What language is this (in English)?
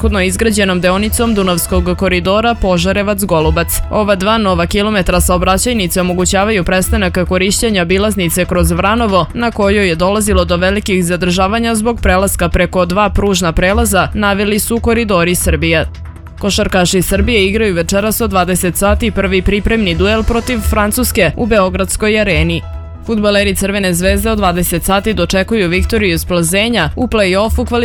Serbian